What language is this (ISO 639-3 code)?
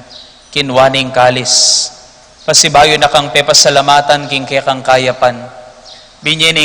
pam